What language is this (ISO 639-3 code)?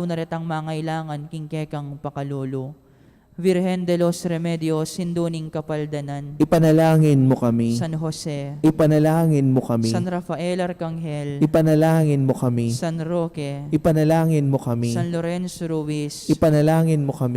pam